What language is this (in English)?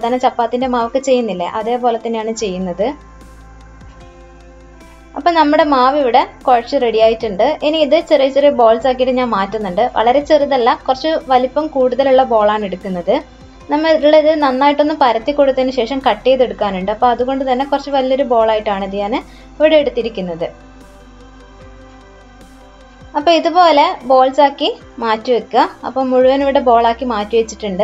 Malayalam